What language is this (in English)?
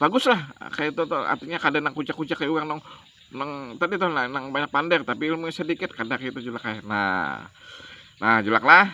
Banjar